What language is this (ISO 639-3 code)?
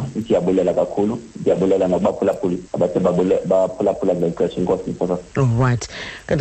xho